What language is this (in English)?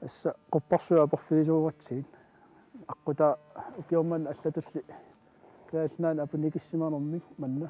Kalaallisut